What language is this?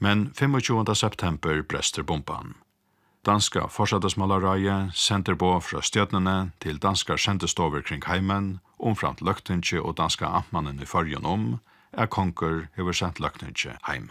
Faroese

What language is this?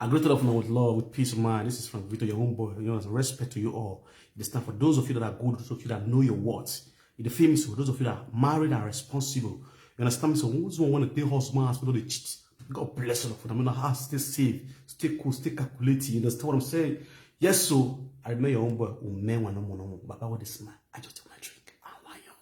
Nigerian Pidgin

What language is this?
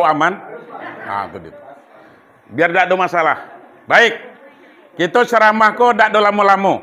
Minangkabau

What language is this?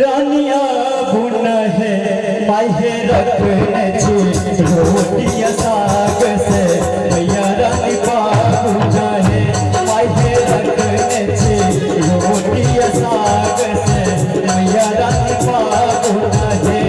Maithili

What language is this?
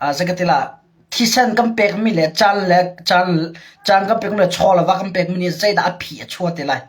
Hakha Chin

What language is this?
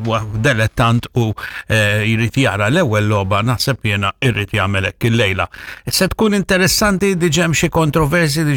Maltese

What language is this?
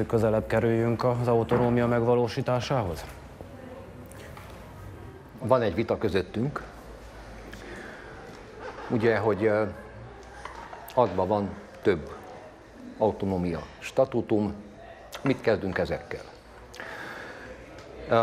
Hungarian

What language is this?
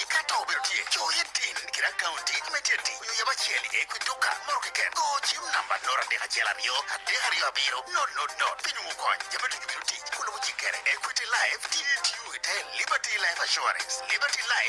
Acoli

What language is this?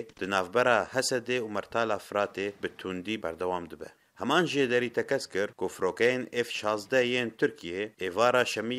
Kurdish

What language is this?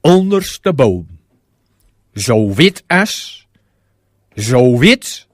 Gronings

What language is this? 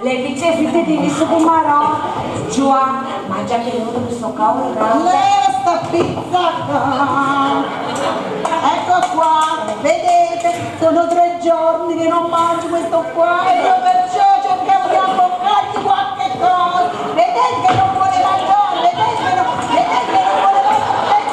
Neapolitan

